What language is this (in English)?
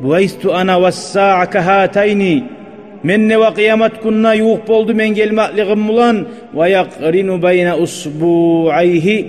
Kumyk